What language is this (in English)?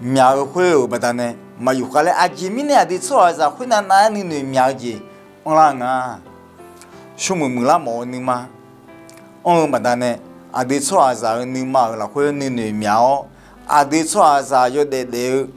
Akha